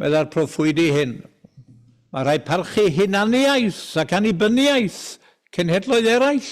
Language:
Welsh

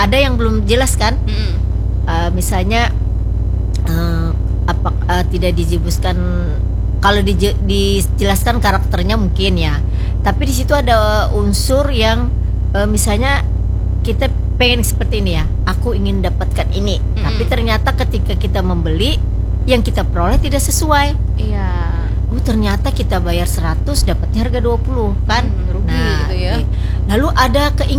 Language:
Indonesian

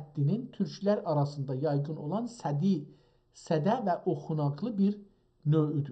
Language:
South Azerbaijani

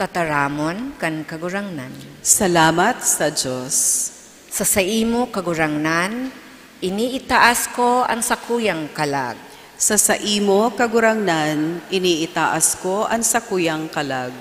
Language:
Bikol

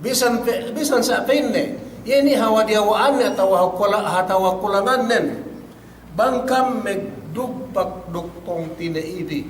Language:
Yakan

